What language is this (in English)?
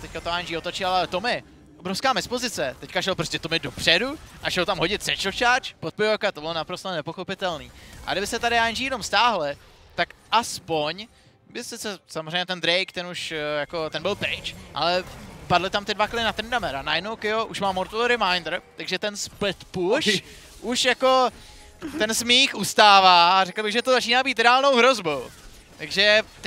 Czech